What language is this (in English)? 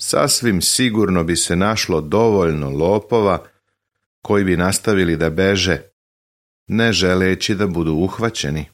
Serbian